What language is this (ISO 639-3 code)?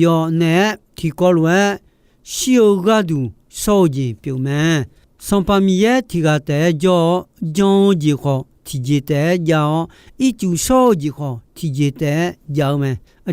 ahk